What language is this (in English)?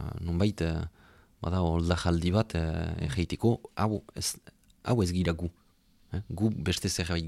Basque